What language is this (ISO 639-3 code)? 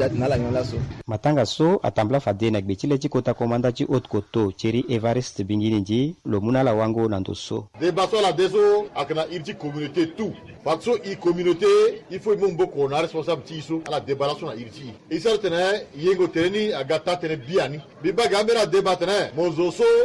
sag